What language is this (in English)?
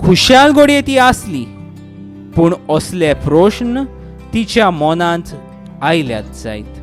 Konkani